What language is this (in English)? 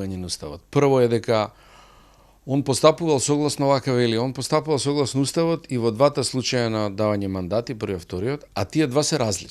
Macedonian